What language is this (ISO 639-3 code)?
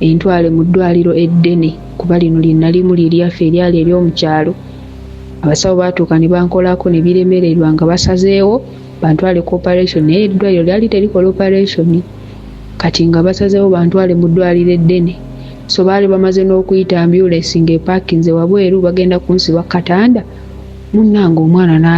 lug